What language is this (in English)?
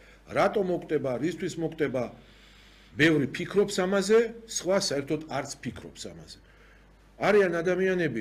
Georgian